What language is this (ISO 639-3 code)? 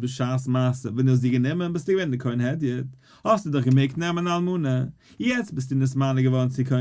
yid